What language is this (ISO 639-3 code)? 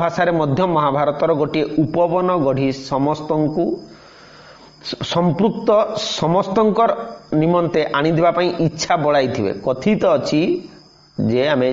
ori